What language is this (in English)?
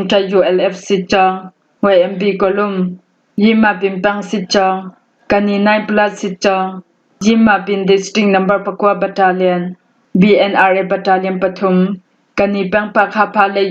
Falam Chin